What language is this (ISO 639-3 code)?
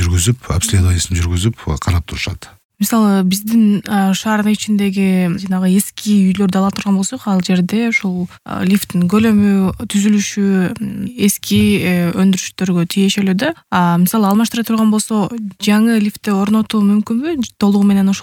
kir